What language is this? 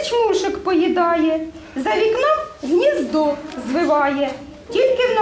Ukrainian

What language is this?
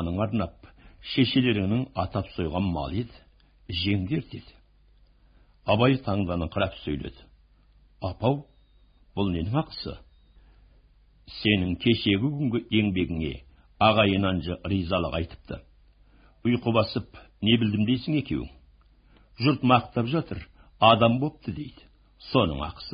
Kazakh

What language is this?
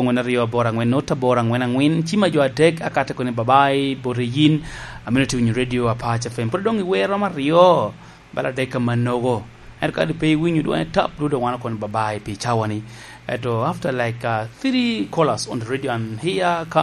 Lango (Uganda)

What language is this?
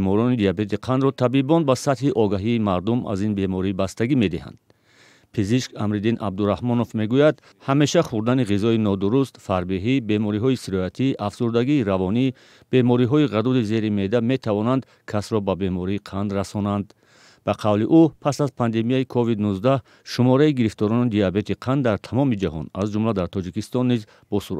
Tajik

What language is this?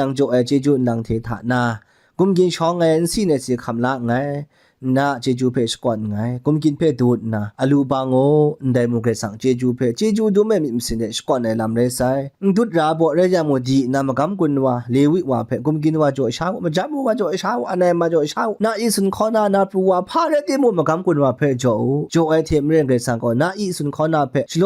Kachin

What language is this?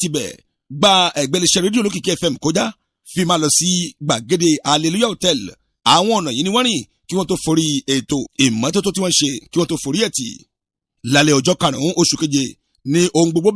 Yoruba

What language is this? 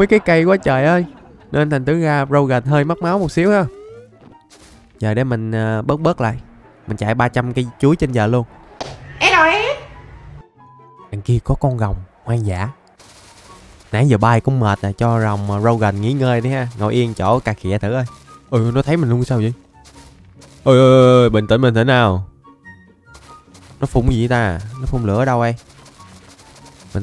Vietnamese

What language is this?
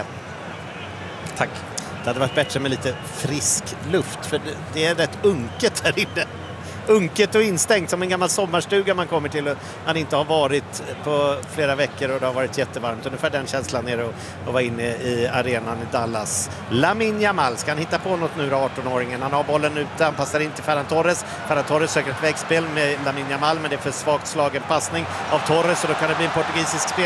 Swedish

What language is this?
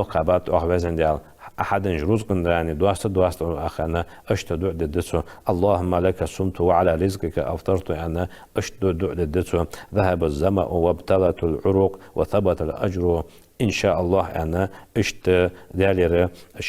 Ingush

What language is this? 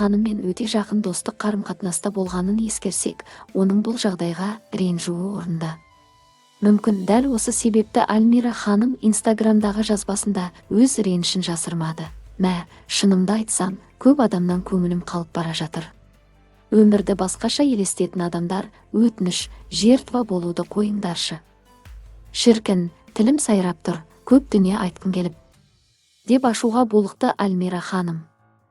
Kazakh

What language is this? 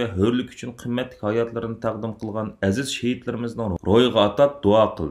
Uyghur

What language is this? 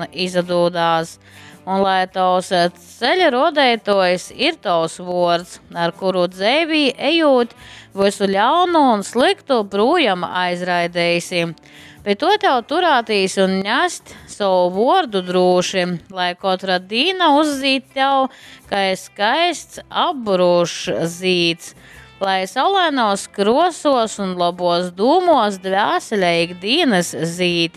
Latgalian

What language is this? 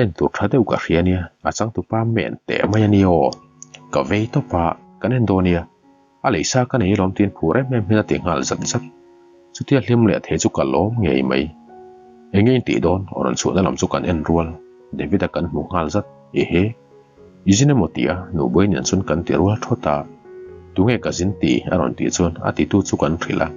Mizo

